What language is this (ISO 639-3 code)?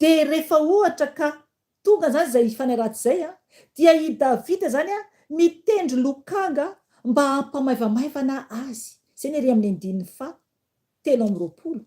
mlg